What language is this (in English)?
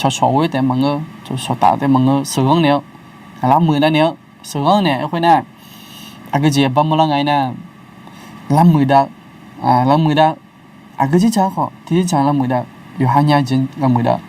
Akha